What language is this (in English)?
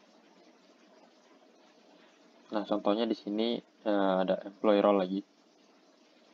Indonesian